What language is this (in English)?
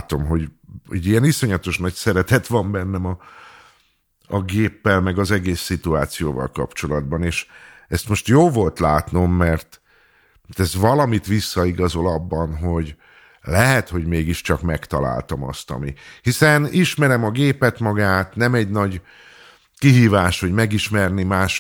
Hungarian